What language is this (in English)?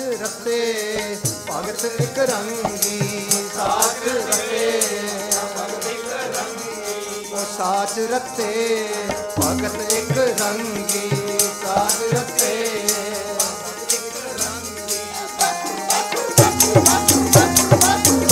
Punjabi